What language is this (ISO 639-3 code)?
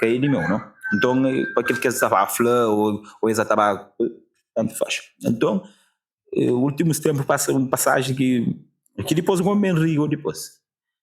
kea